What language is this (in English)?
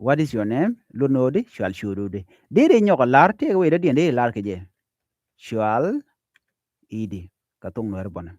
Nuer